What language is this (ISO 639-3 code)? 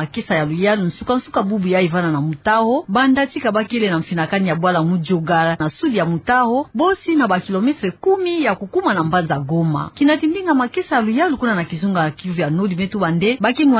ktu